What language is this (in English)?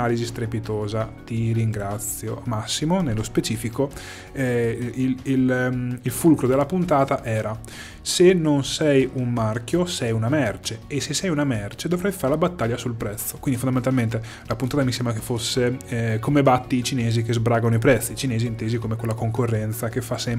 Italian